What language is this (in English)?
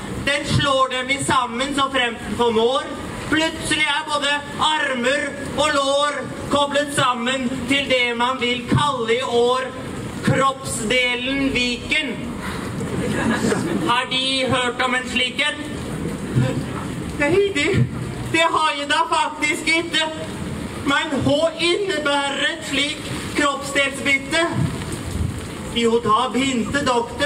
Norwegian